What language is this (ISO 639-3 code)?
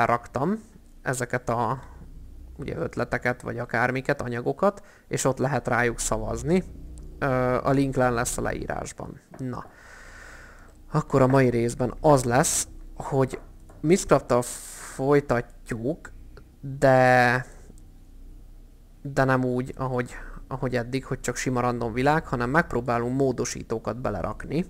hun